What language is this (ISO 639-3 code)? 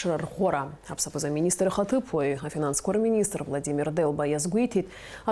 abk